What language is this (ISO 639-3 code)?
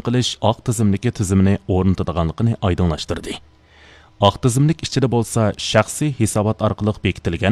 uig